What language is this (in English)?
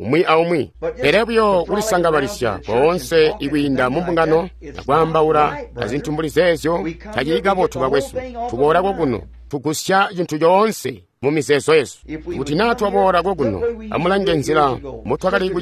Tonga (Zambia)